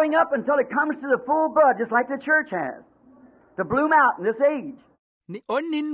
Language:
Makhuwa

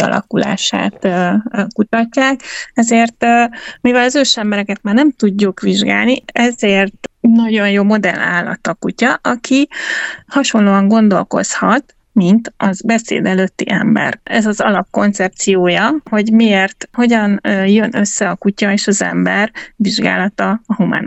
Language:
Hungarian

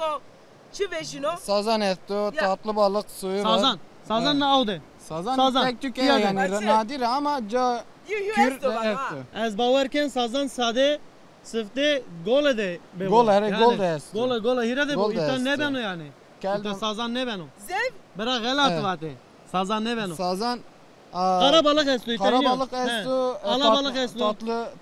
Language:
Zaza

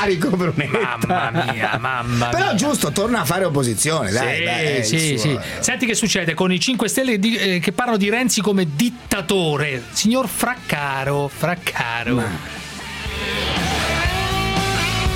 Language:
Italian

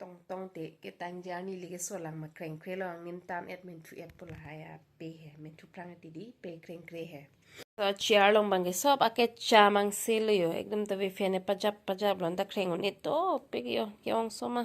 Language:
Karbi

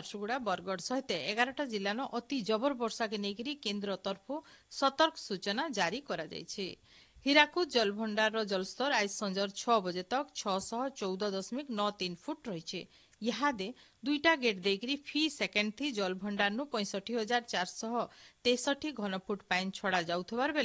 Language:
Odia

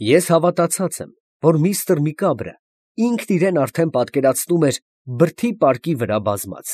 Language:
Armenian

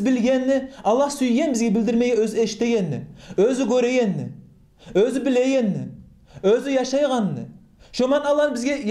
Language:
Kumyk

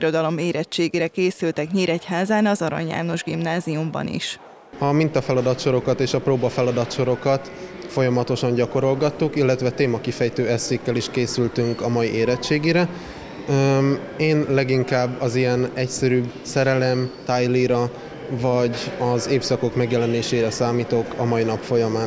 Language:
Hungarian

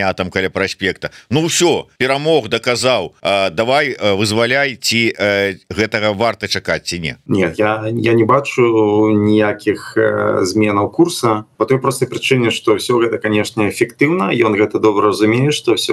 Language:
Belarusian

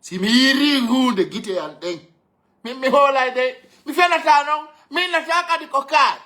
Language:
Fula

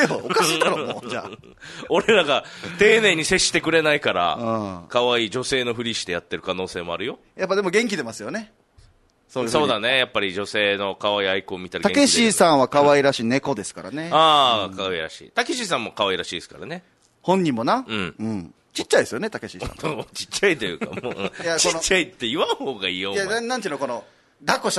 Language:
Japanese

